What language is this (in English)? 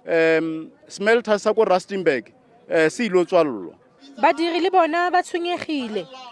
Tswana